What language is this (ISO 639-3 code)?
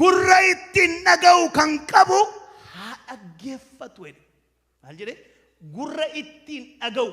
orm